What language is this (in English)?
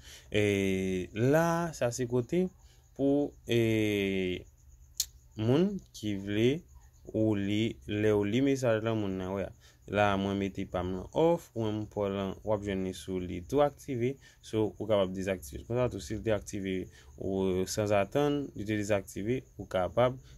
Haitian Creole